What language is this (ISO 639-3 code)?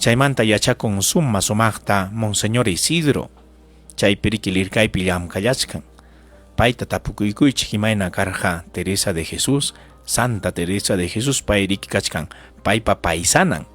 quy